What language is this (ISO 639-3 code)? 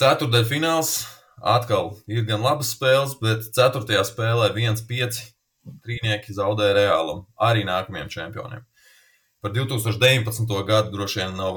lav